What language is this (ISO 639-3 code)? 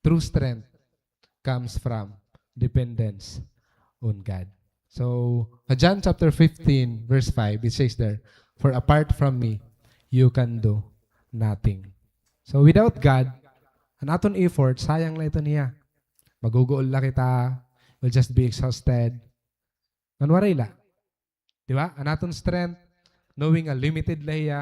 war